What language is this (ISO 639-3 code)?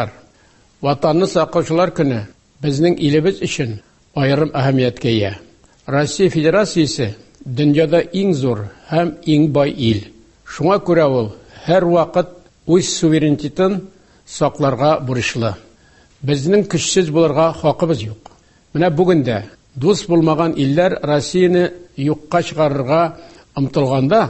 tat